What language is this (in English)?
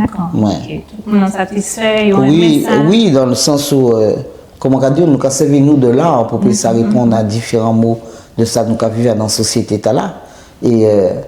Guadeloupean Creole French